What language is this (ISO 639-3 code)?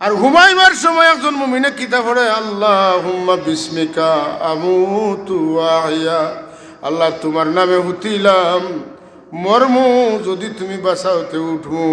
syl